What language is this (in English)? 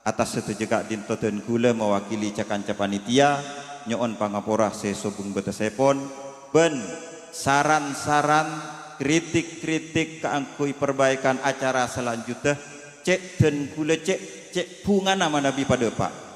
Madurese